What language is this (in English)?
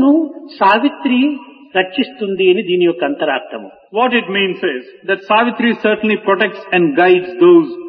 Telugu